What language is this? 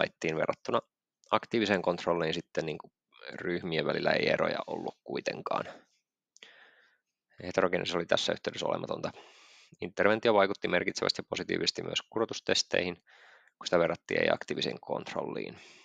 Finnish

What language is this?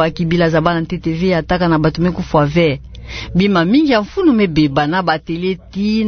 Kituba (Democratic Republic of Congo)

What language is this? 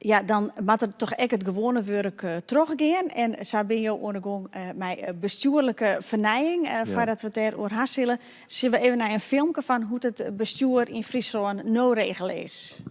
Western Frisian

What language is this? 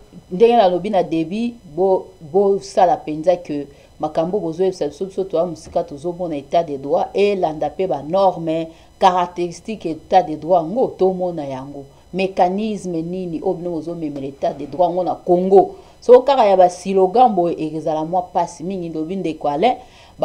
Lingala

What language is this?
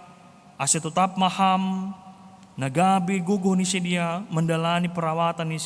Batak Simalungun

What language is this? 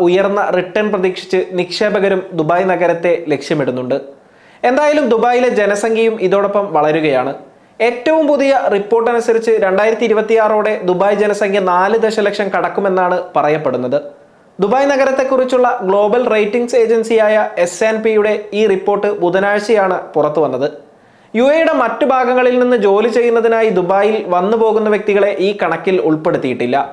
Malayalam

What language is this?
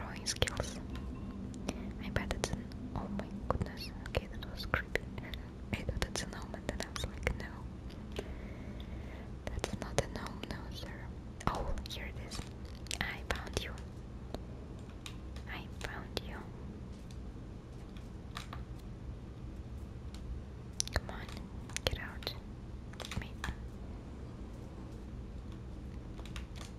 English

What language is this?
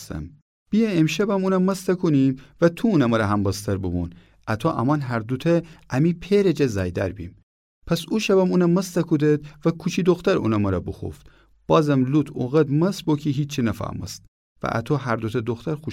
Gilaki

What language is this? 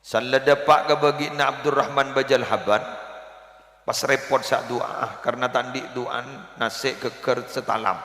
Madurese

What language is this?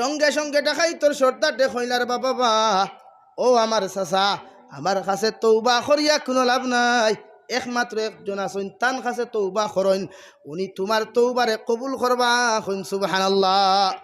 Sylheti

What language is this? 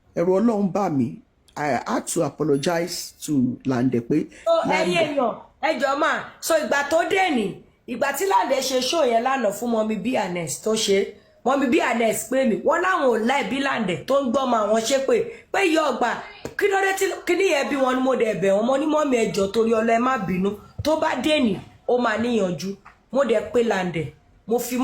Yoruba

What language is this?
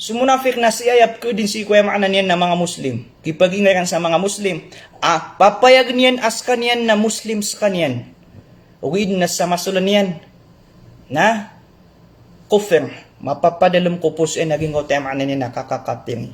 Maranao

